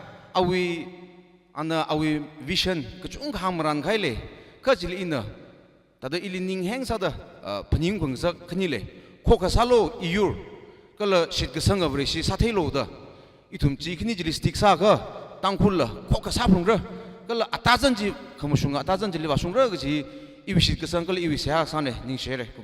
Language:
Tangkhul Naga (India)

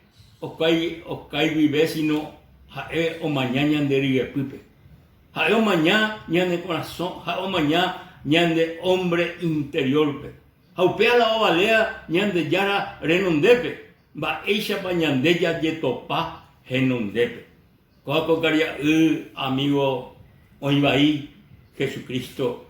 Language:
Guarani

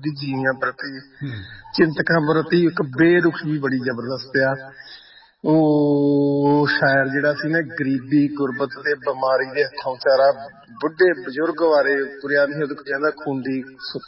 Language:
Punjabi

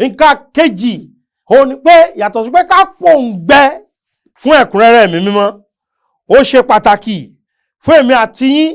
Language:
Yoruba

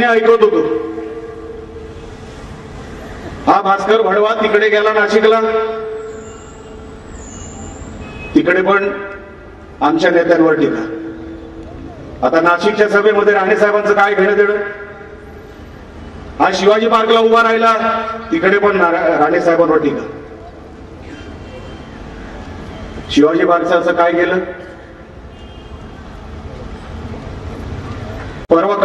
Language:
Marathi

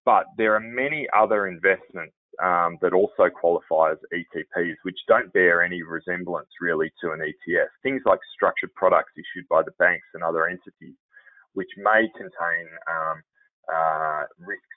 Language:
English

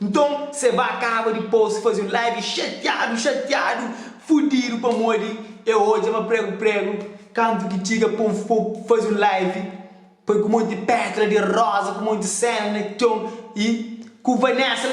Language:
Kabuverdianu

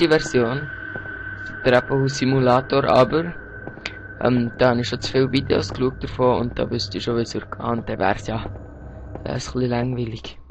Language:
Swiss German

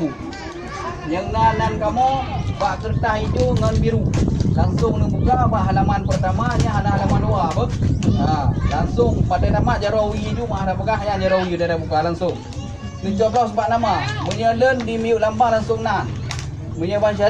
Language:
Achinese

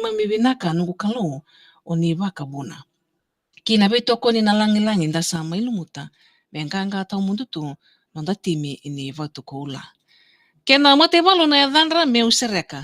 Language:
Fijian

